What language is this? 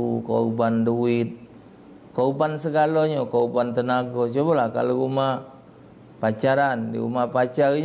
Musi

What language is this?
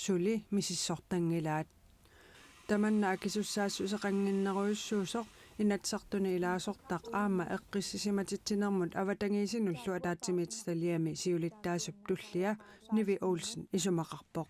Kalaallisut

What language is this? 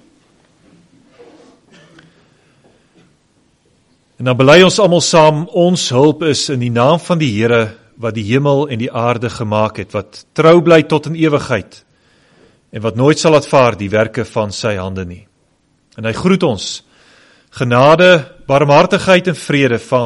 Afrikaans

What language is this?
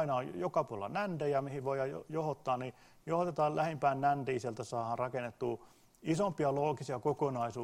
Finnish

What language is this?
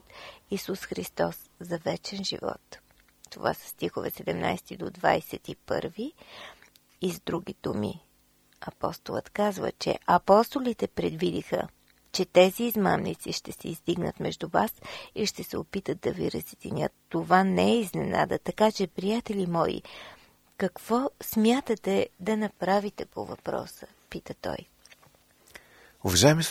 Bulgarian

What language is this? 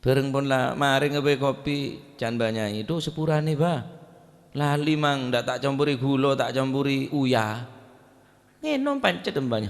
Madurese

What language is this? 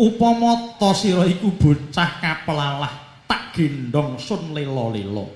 Javanese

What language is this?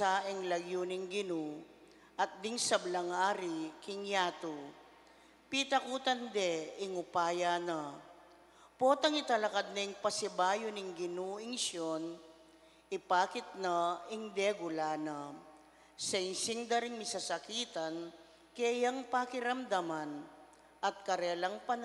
Pampanga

